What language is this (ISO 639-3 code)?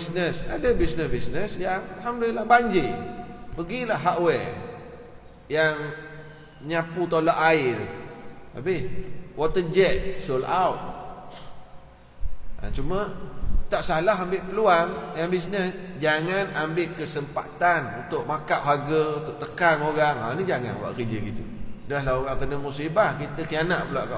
msa